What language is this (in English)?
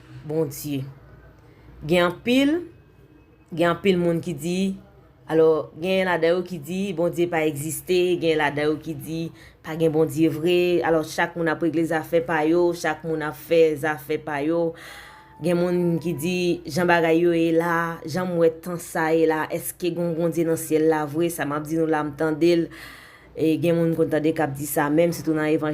Haitian Creole